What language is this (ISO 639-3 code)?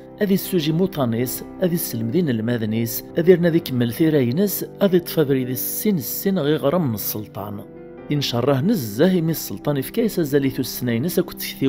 kab